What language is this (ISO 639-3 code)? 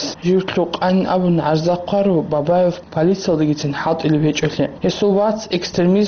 ava